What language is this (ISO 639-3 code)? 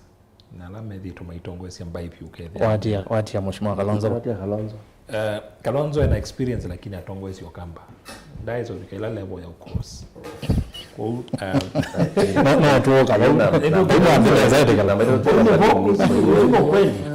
kam